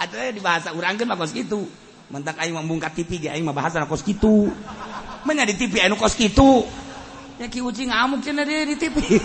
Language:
Sundanese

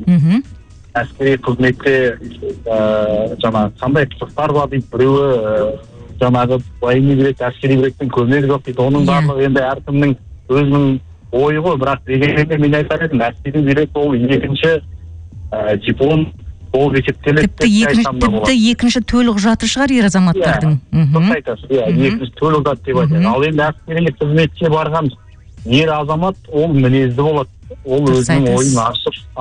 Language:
Kazakh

